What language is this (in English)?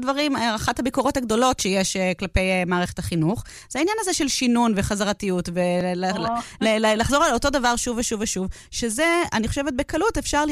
Hebrew